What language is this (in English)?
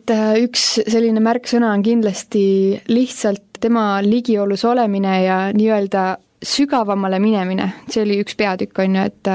Estonian